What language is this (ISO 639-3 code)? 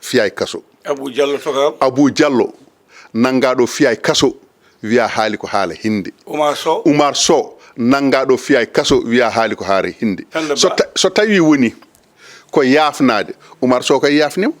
ful